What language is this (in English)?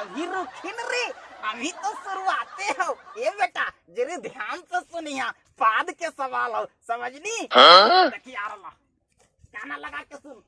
Magahi